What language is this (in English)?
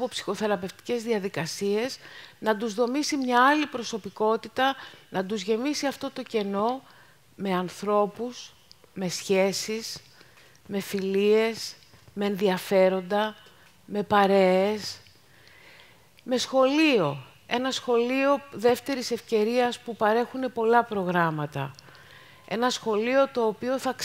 Greek